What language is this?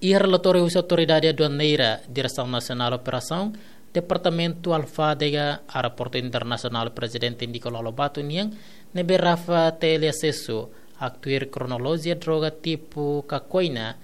Tetum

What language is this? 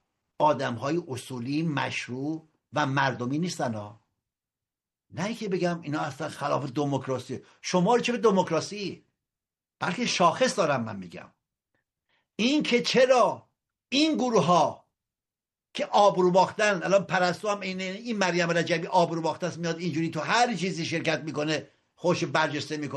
Persian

